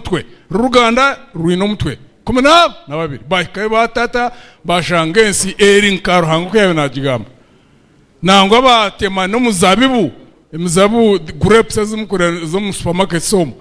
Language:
Nyankole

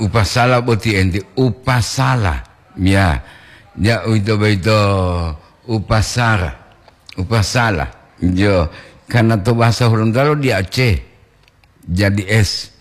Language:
Gorontalo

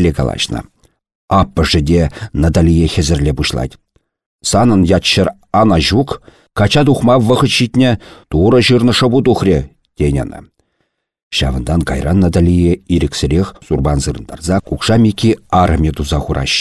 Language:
Chuvash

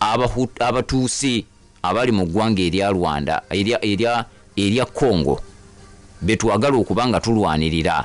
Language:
Ganda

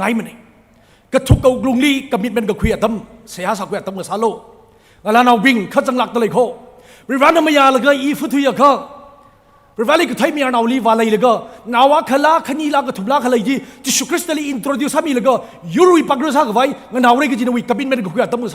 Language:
Tangkhul Naga (India)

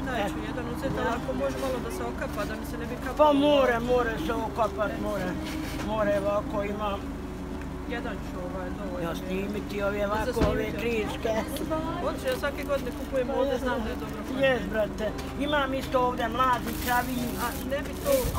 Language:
Bosnian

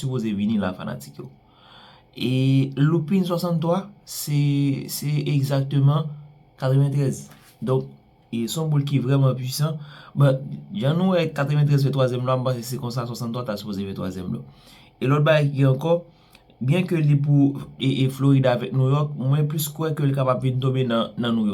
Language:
Haitian Creole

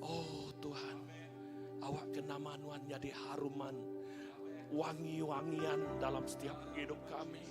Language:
Iban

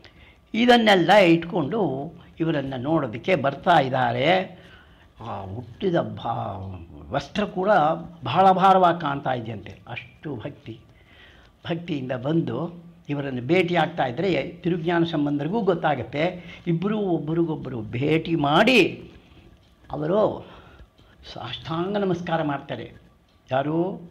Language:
Kannada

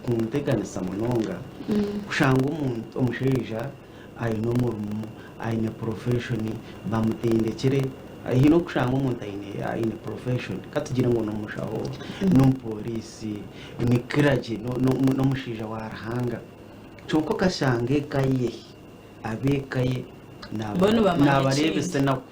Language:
Nyankole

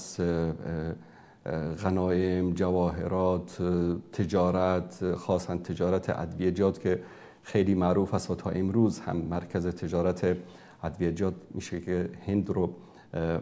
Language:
Persian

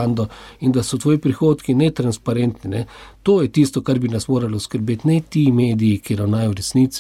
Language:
Slovenian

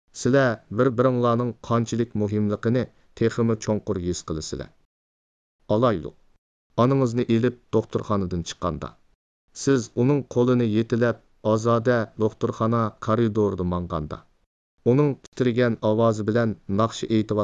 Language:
Uyghur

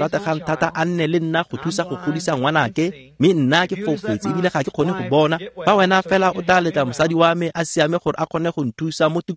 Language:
Tswana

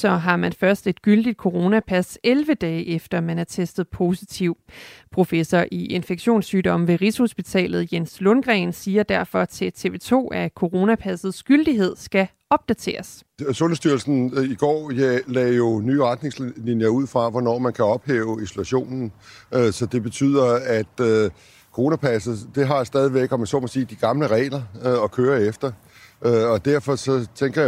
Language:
Danish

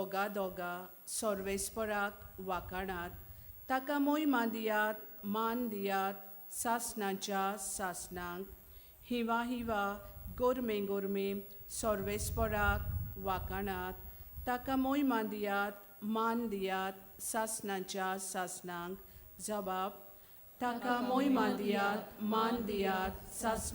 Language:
Konkani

